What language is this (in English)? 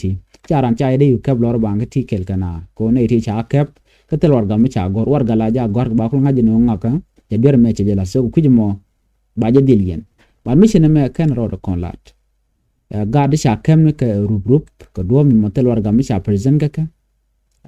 Nuer